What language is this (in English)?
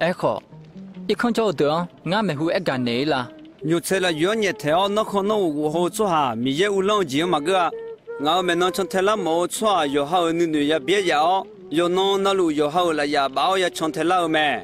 Akha